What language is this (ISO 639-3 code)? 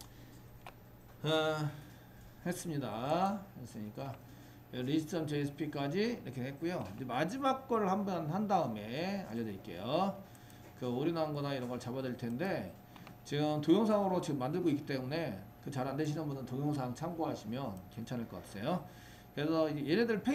kor